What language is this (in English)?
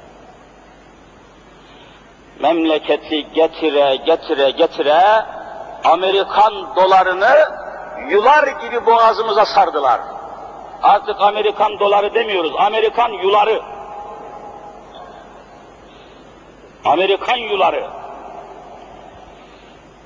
Turkish